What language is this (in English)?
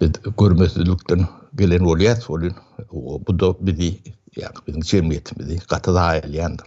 Turkmen